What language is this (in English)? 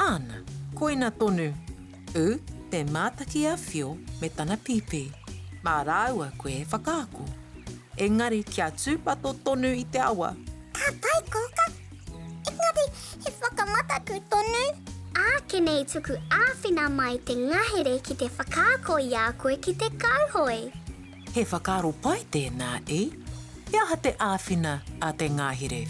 Māori